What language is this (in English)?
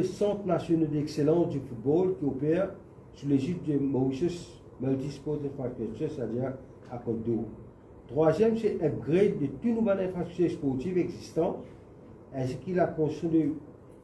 Morisyen